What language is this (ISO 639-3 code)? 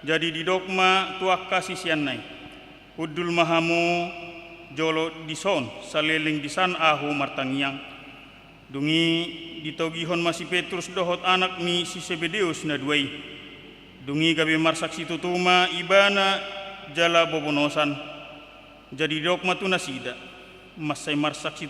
bbc